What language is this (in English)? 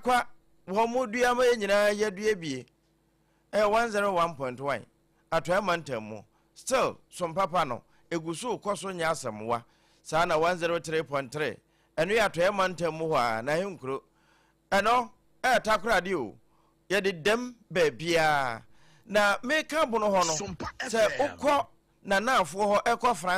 Akan